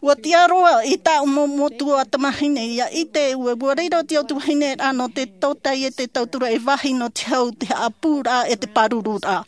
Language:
Tahitian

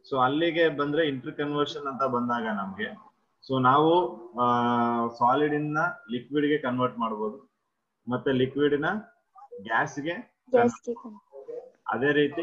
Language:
Kannada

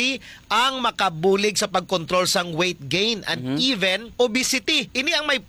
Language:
Hiligaynon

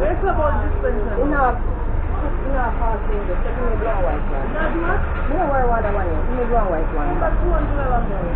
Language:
Jamaican Creole English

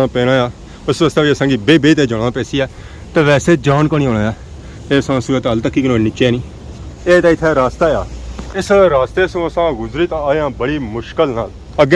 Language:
Pahari-Potwari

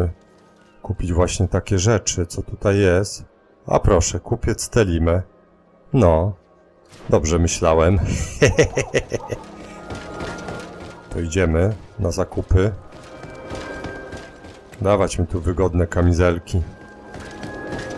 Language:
Polish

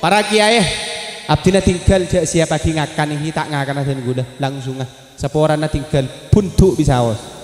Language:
Madurese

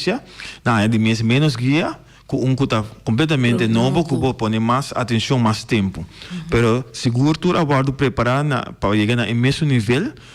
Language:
Papiamento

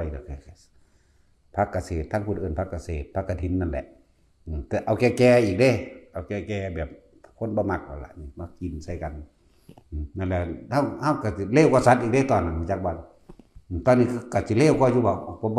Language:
Northeastern Thai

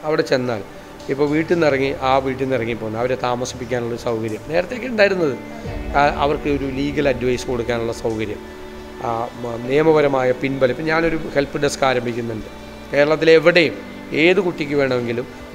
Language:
Malayalam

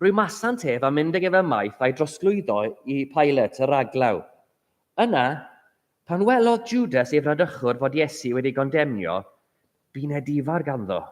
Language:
Welsh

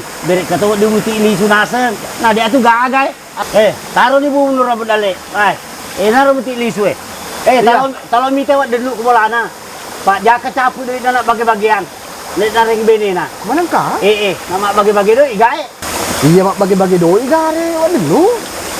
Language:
Buginese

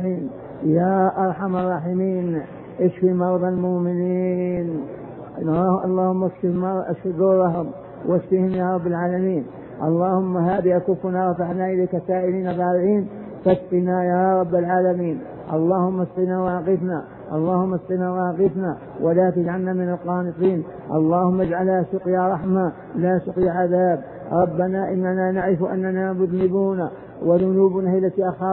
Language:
Arabic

